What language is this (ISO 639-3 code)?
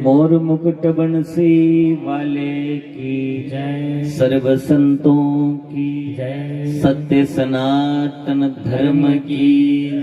doi